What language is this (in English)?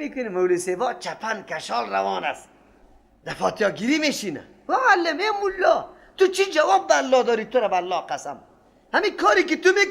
Persian